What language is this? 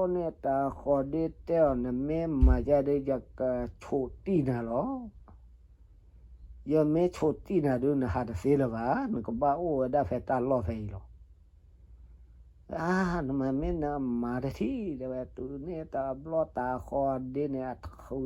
S'gaw Karen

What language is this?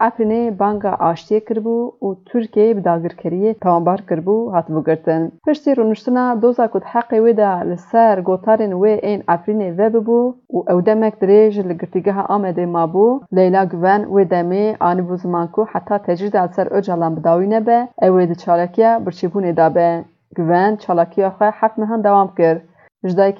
Kurdish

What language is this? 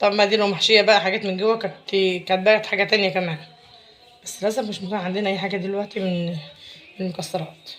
Egyptian Arabic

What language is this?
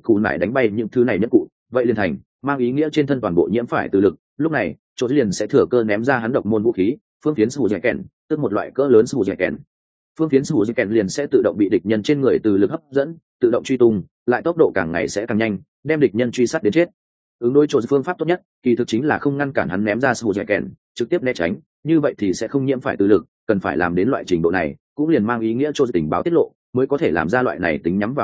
Vietnamese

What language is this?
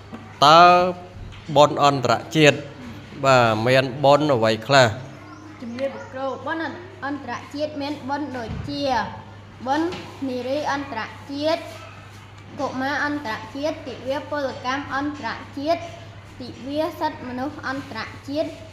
Khmer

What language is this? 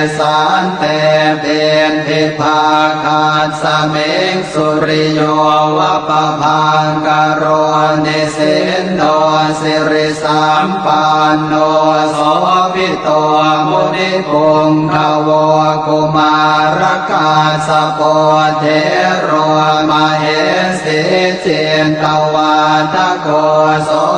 Pali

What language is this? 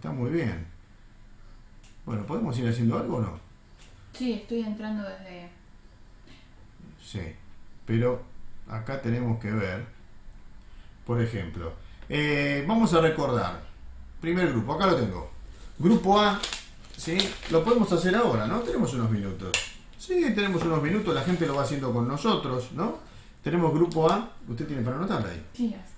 Spanish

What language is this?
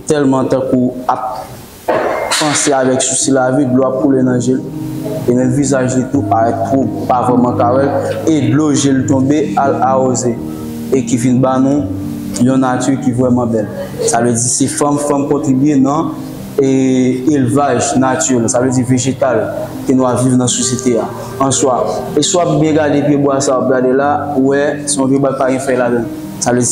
Haitian Creole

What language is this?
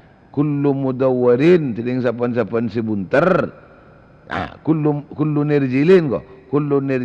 Madurese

